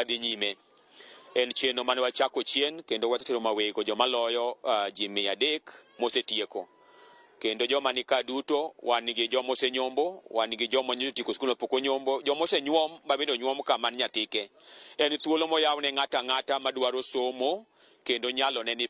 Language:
Luo (Kenya and Tanzania)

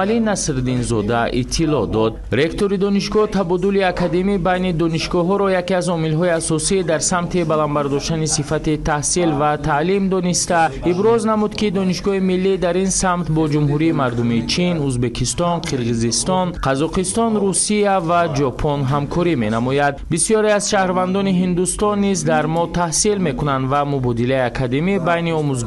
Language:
Tajik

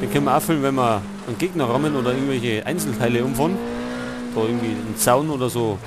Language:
Bavarian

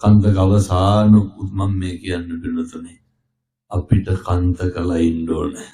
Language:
Sinhala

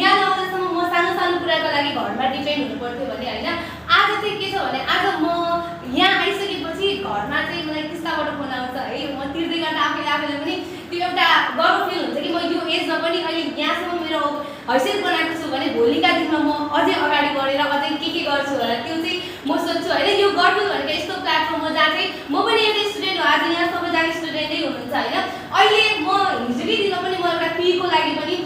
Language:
Nepali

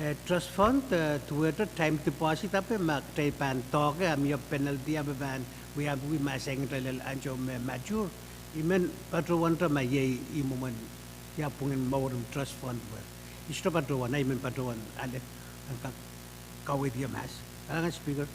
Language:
Pohnpeian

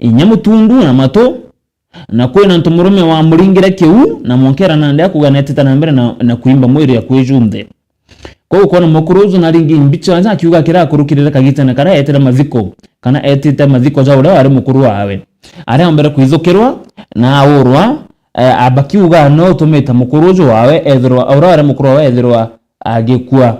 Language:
Meru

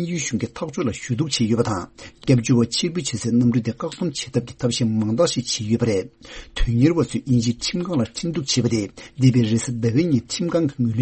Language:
Tibetan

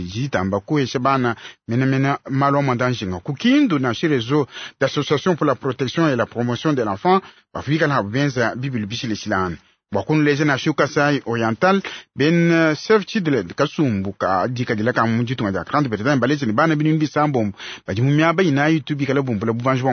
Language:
Luba-Lulua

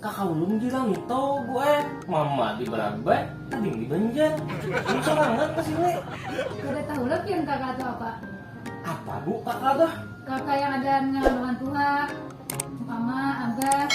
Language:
Banjar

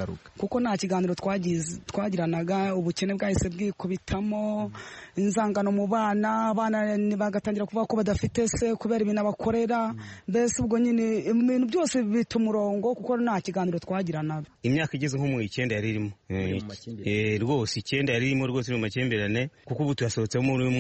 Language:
Kinyarwanda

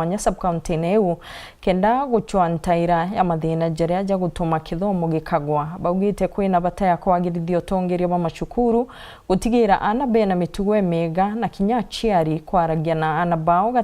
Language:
Meru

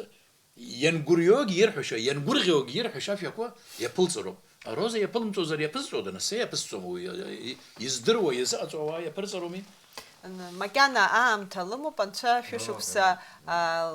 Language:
Abkhazian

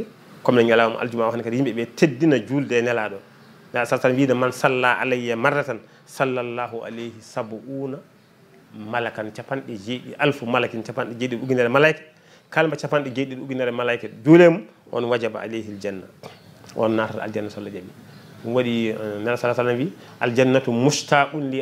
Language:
Fula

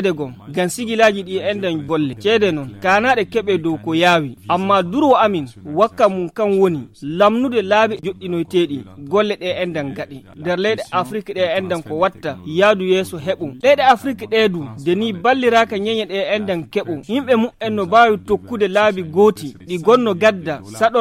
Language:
Fula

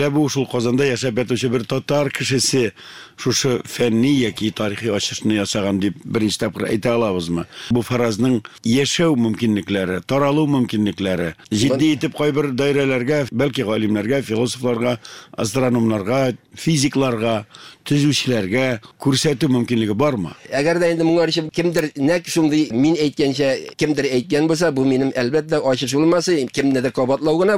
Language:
Tatar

